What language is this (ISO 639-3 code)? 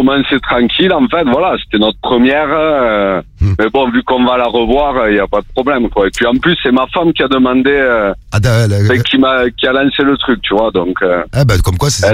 fra